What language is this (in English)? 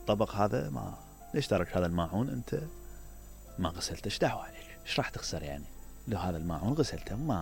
Mesopotamian Arabic